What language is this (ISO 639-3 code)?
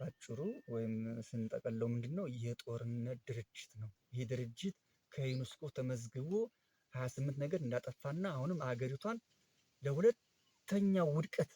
amh